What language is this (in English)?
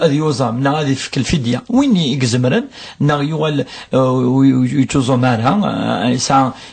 Kabyle